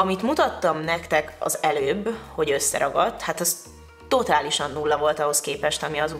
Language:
Hungarian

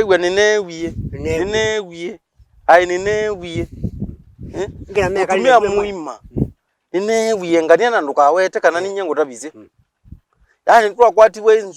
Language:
Kamba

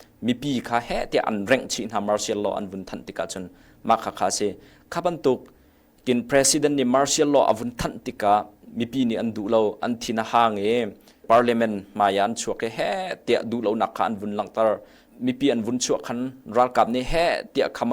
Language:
Hakha Chin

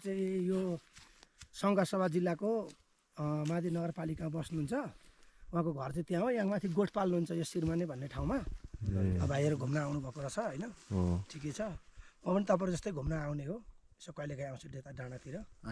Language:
Nepali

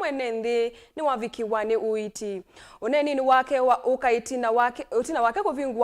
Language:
Kamba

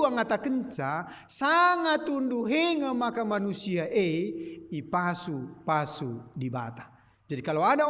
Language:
Batak Karo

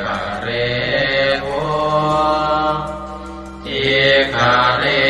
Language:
Pali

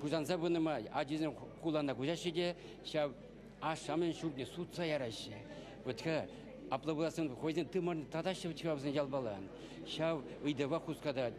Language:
Chuvash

